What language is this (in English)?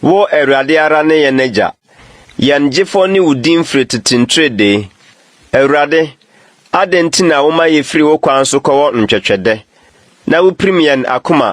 Akan